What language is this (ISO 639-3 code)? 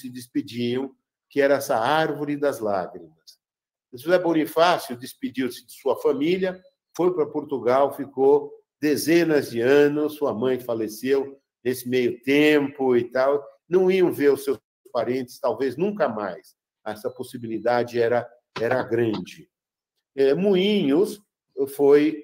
por